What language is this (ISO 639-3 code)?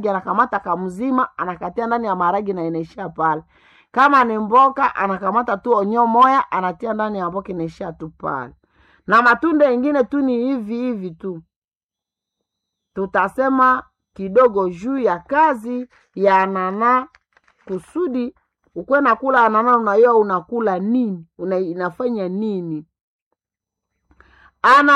swa